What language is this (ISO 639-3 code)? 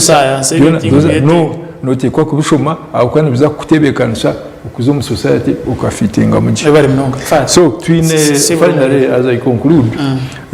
nyn